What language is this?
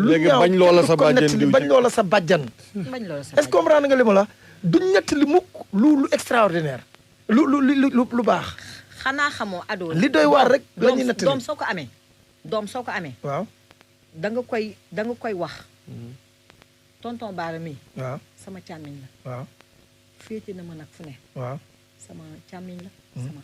Wolof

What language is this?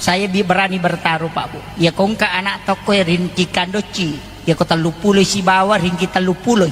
Buginese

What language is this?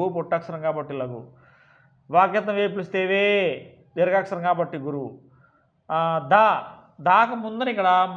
Telugu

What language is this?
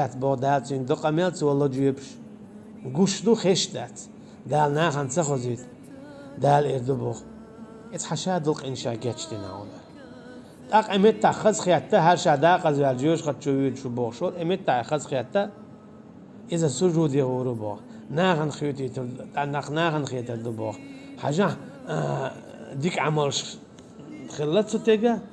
Chechen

